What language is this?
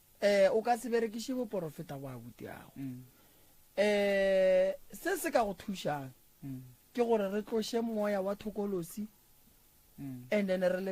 Northern Sotho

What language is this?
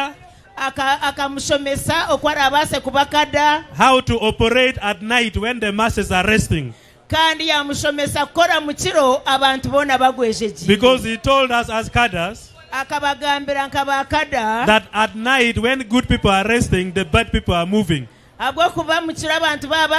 Nyankole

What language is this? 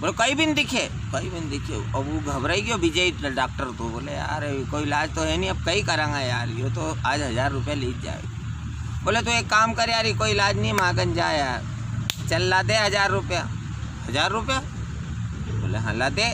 Rajasthani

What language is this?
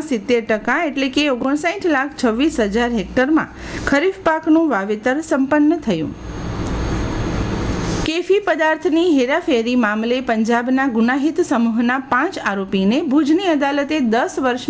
Gujarati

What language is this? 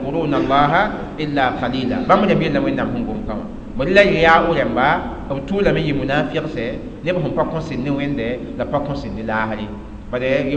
Mossi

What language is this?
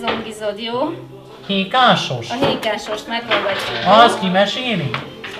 Hungarian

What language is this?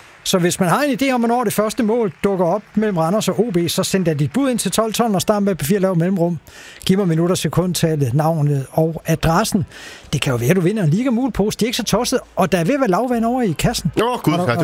Danish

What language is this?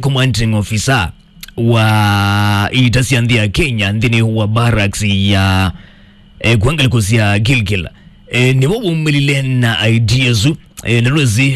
Kamba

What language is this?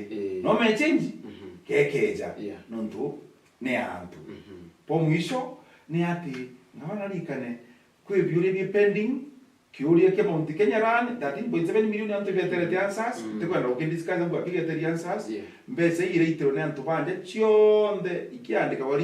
Meru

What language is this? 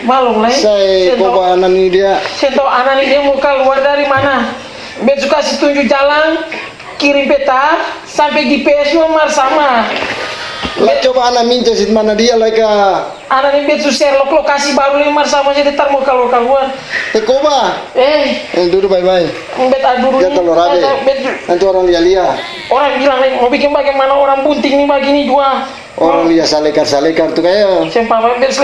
Ambonese Malay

